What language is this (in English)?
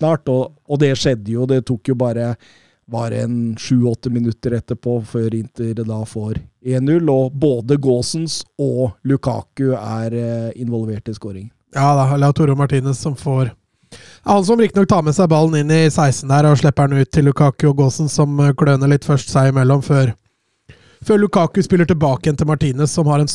Norwegian